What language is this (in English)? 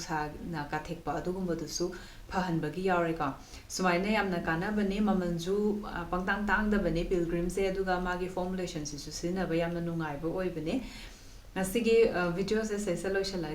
Manipuri